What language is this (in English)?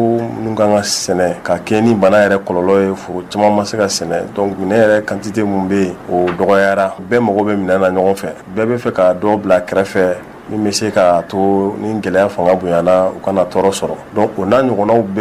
Bambara